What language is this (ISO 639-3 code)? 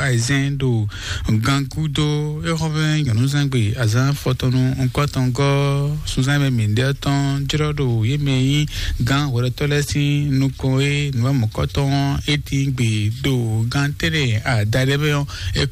fon